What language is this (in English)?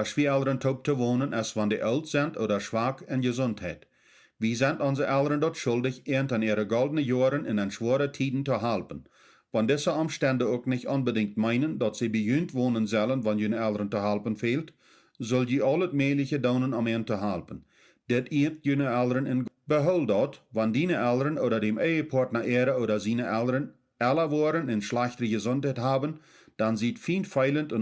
Plautdietsch